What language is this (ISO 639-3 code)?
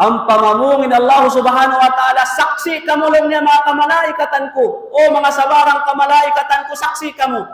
tsg